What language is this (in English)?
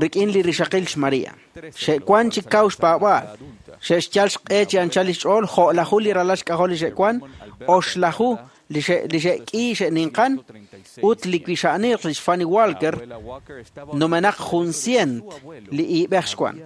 Kekchí